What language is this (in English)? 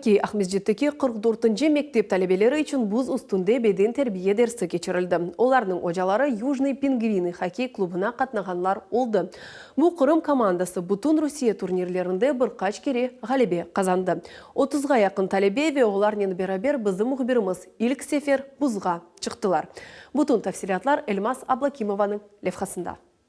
Crimean Tatar